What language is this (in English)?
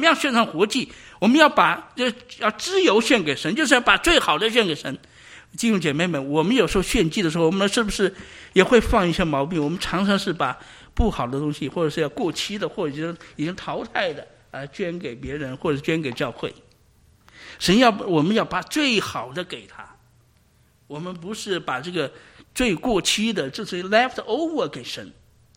Chinese